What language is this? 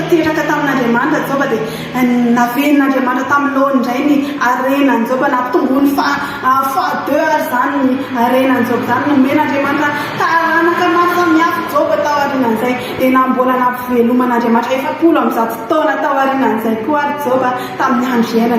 Malagasy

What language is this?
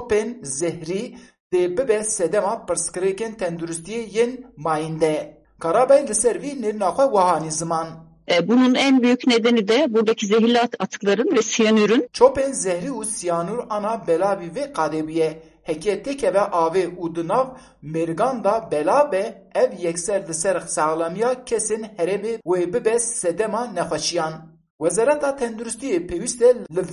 Kurdish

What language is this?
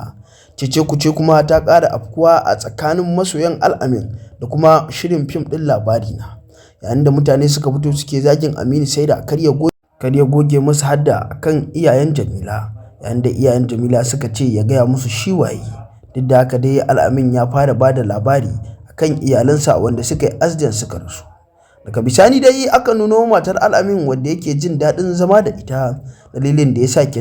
Hausa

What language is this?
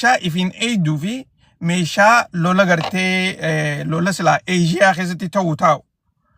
Oromo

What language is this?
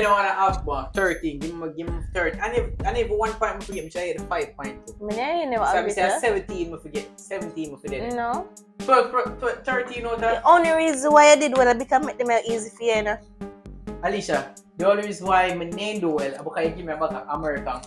Jamaican Creole English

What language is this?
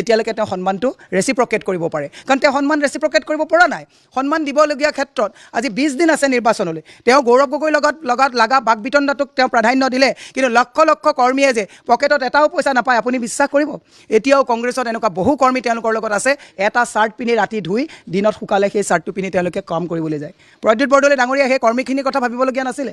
Assamese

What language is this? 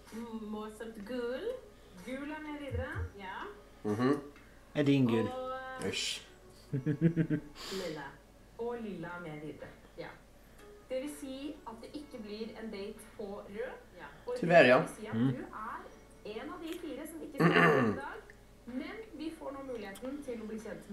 Swedish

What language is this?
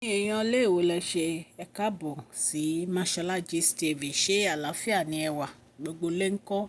Yoruba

